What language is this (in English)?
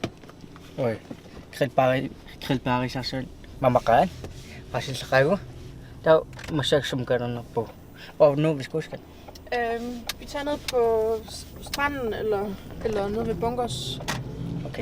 Kalaallisut